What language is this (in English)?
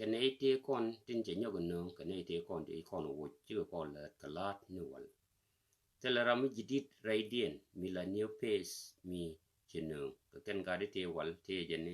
Nuer